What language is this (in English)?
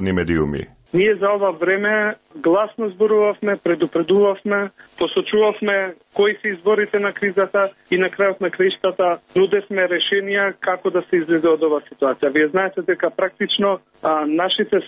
Macedonian